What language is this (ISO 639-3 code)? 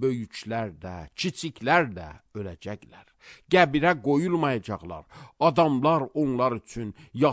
aze